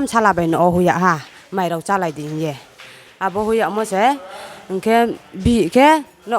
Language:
Riang (India)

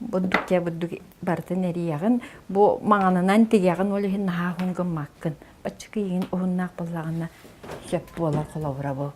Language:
Yakut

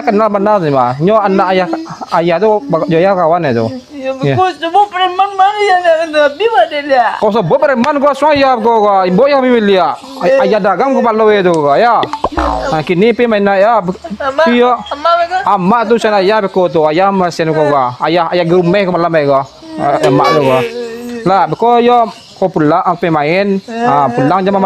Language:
Minangkabau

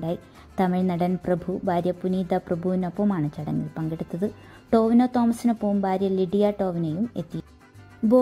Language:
Malayalam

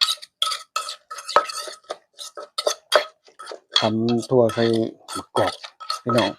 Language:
Lao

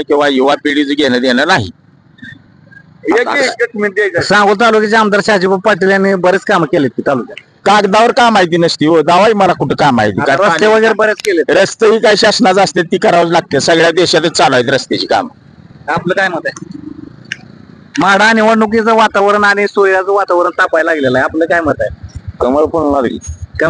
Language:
Marathi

